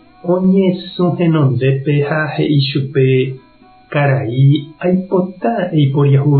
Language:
Guarani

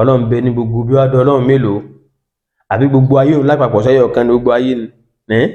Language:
Yoruba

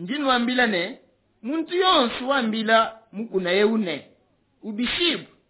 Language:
Luba-Lulua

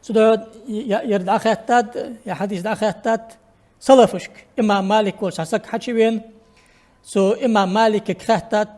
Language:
Ingush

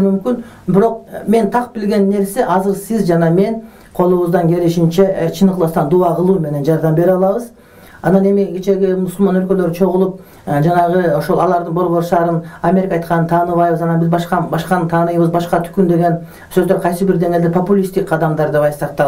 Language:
Kyrgyz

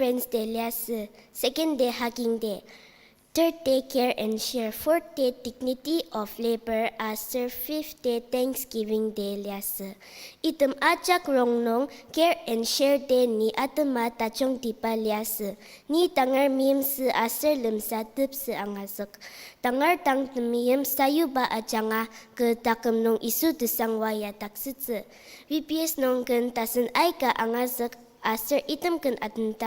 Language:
Ao Naga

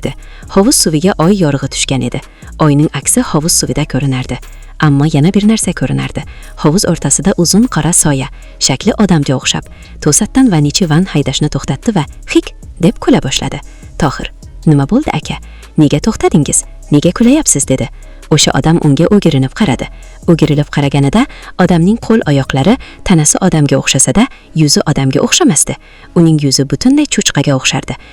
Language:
Uzbek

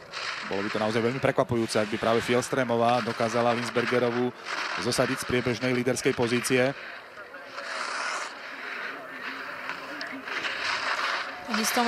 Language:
Slovak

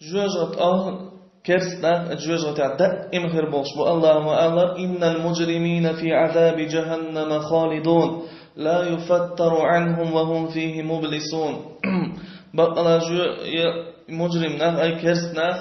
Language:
Chechen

